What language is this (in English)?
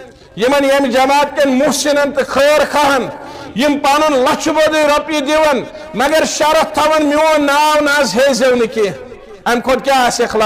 Kashmiri